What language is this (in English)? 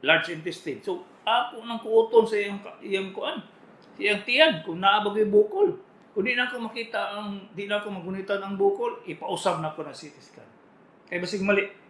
Cebuano